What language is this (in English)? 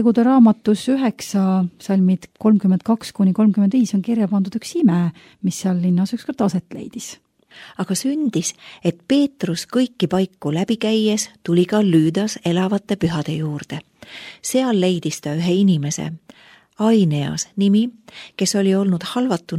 Estonian